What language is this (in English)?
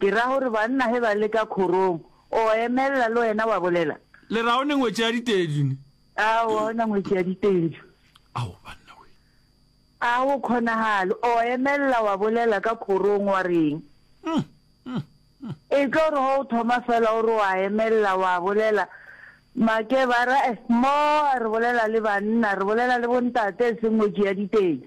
Northern Sotho